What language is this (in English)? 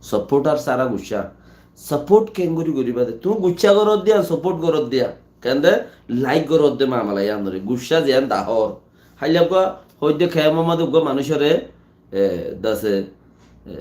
Rohingya